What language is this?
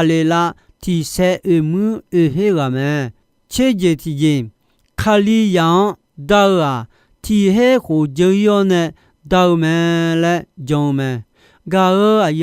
Akha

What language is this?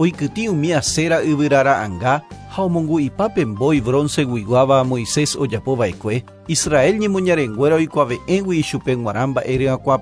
Guarani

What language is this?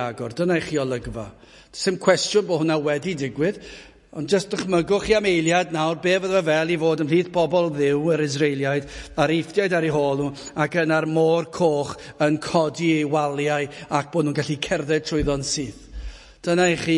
Welsh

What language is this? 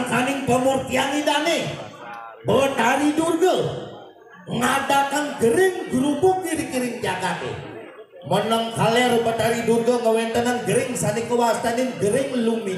Balinese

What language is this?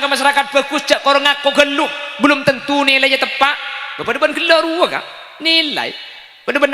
Madurese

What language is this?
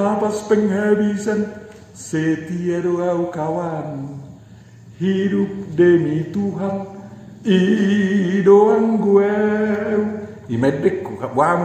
Batak Toba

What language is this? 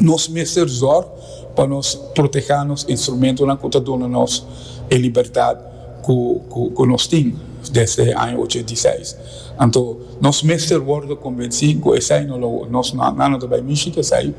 Papiamento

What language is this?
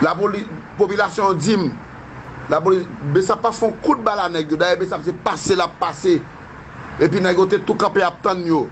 Haitian Creole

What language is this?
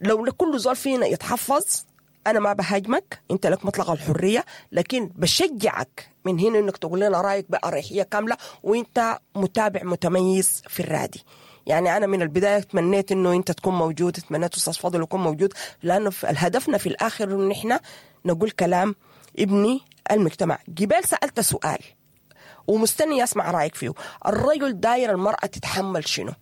Sudanese Arabic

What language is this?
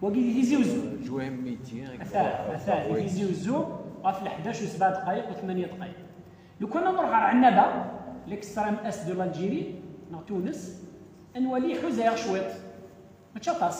Kabyle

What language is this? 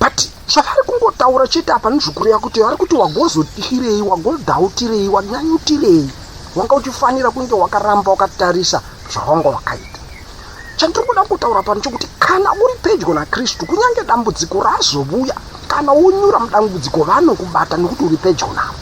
Shona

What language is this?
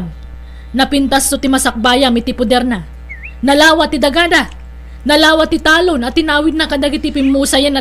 Iloko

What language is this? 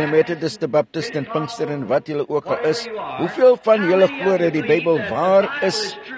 Afrikaans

